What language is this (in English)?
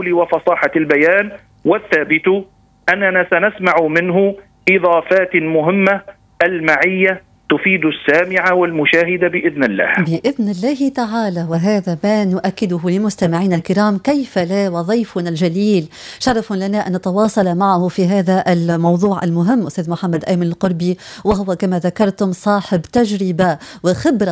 Arabic